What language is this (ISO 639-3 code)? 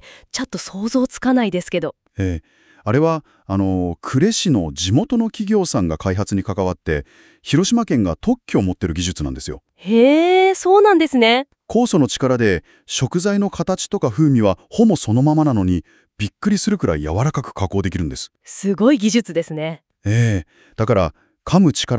jpn